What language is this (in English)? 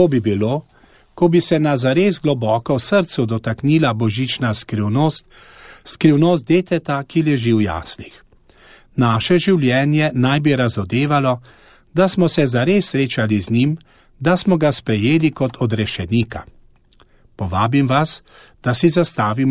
Slovenian